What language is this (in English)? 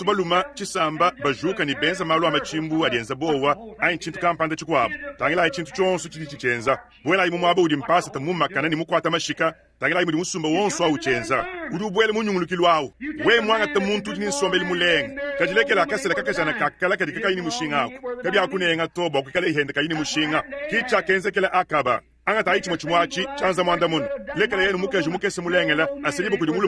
Luba-Lulua